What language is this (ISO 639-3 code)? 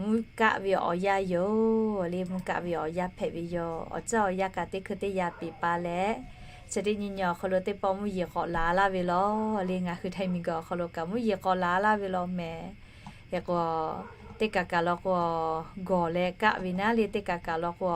lhu